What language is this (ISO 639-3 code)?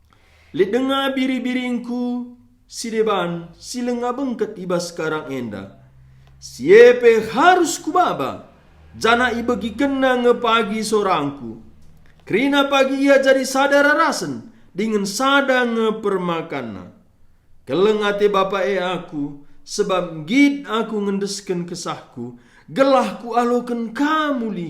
btx